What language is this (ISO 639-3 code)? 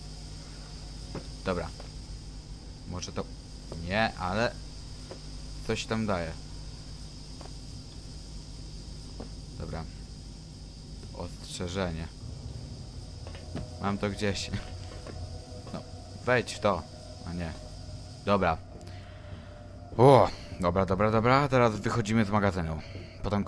pol